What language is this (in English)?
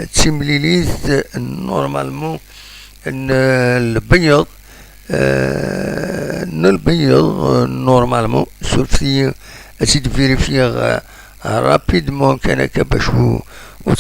Kabyle